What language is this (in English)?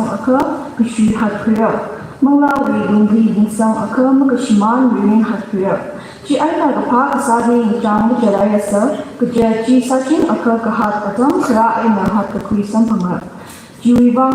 Tangkhul Naga (India)